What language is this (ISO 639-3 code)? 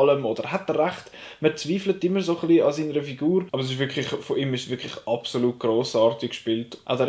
gsw